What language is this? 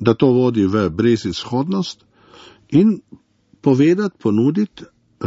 Slovenian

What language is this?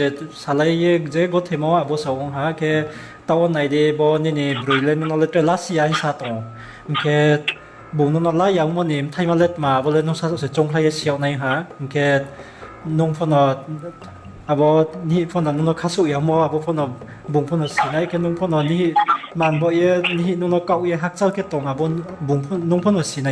Riang (India)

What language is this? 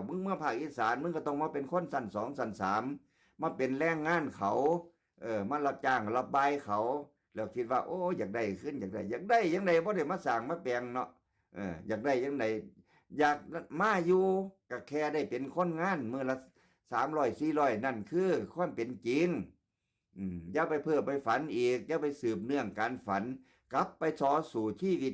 Northeastern Thai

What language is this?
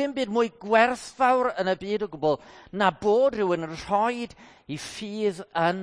Welsh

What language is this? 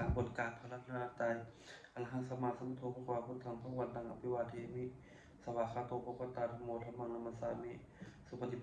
Pali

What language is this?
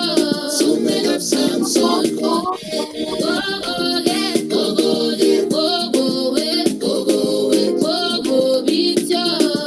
Kalenjin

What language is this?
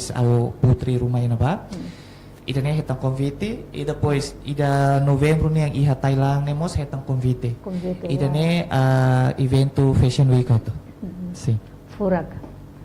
Tetum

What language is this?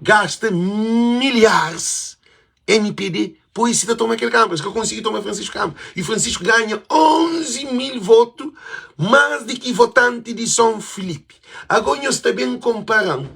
Kabuverdianu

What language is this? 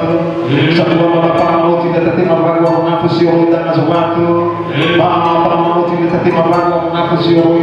Nias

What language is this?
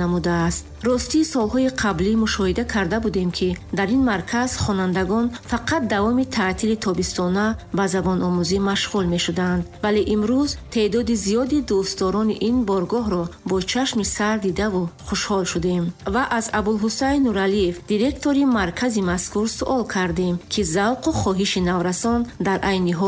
Tajik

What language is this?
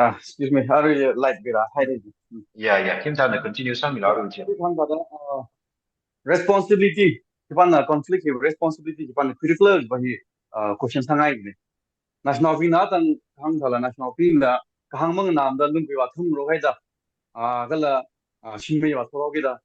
Tangkhul Naga (India)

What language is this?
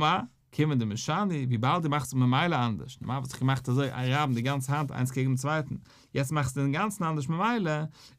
Yiddish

